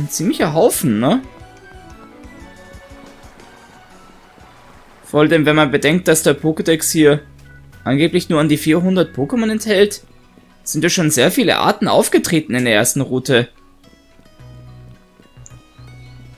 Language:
German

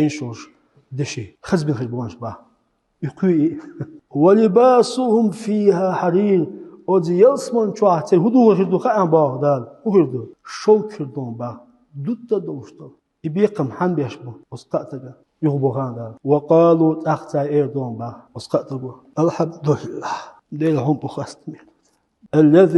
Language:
Chechen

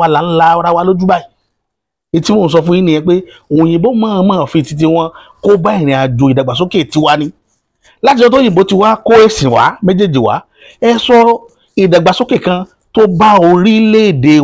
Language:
Yoruba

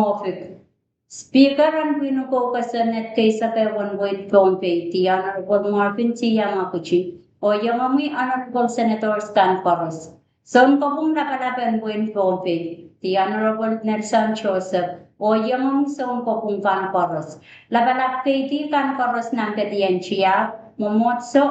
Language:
Pohnpeian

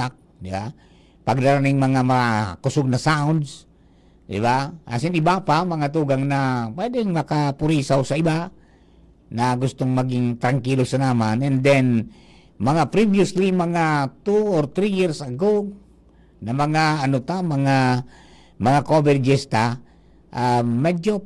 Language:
Bikol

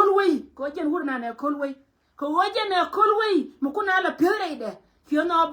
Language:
Nuer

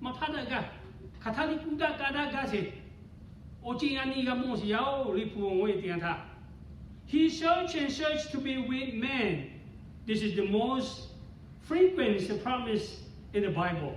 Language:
Lahu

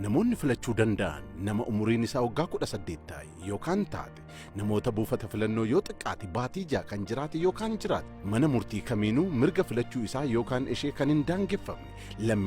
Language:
Oromo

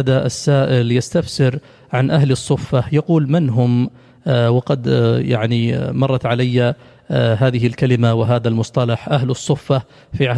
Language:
Arabic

